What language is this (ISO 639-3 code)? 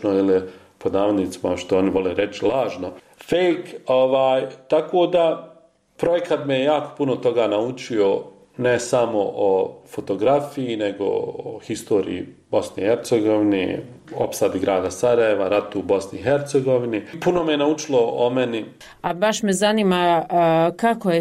bos